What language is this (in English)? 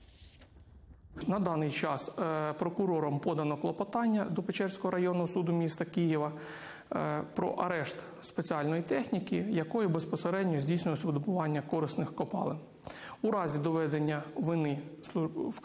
Ukrainian